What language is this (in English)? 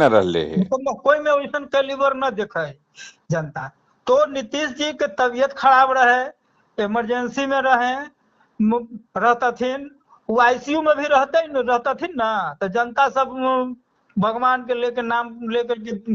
Magahi